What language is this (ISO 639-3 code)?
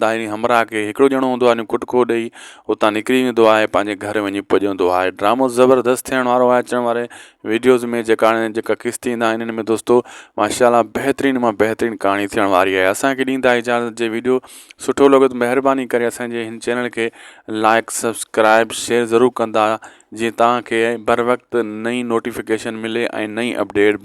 snd